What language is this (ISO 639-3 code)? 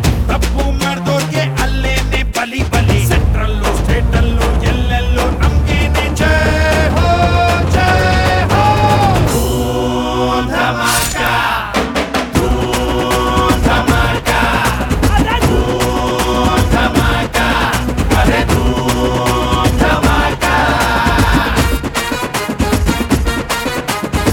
kan